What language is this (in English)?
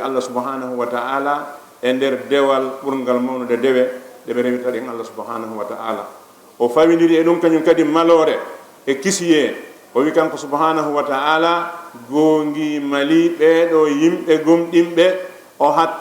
Fula